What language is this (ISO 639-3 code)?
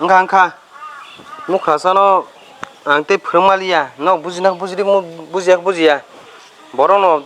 trp